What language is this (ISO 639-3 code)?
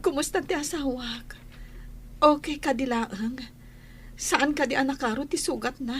ilo